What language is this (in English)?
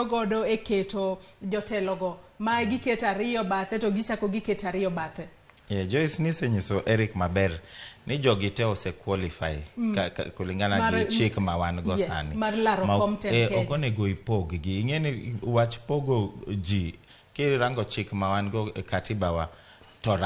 Luo (Kenya and Tanzania)